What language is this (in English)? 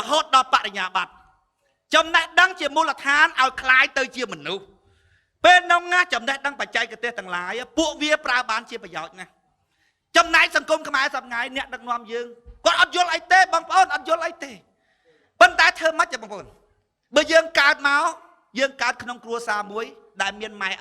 Khmer